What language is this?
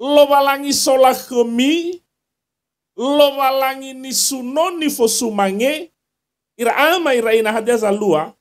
Nias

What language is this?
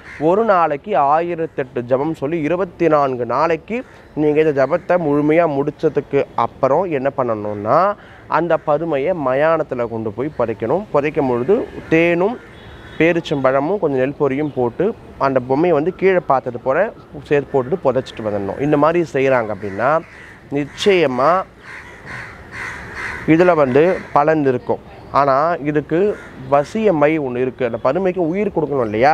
Tamil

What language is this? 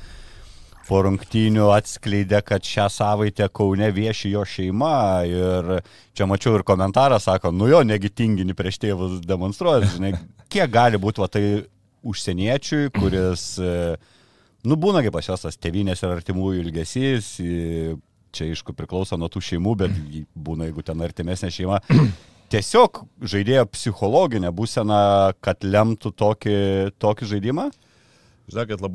Lithuanian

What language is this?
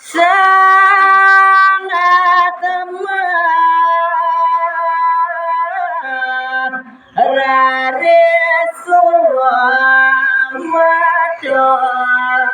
Balinese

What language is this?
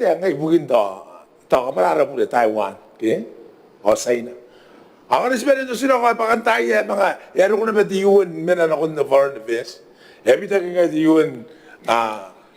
Gilbertese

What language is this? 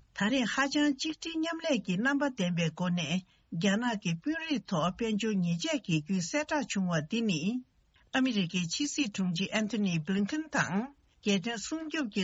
Tibetan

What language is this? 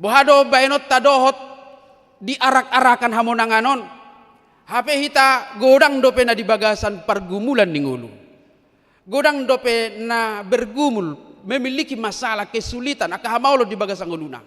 Batak Toba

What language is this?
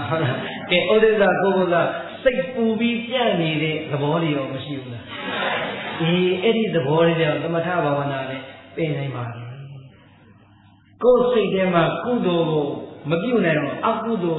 Burmese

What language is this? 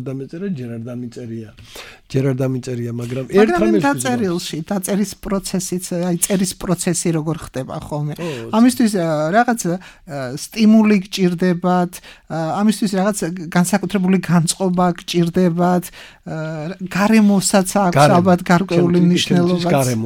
Georgian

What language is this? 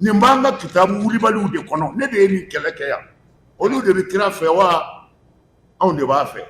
Bambara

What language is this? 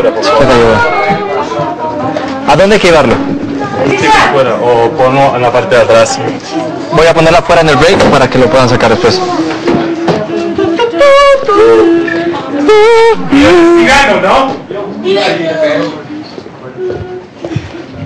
Spanish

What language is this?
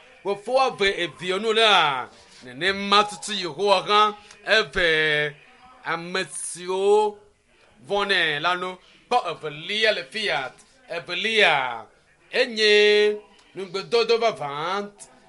Ewe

